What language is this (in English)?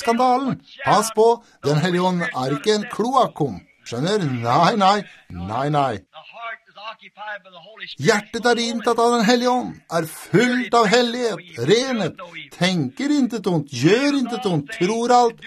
Norwegian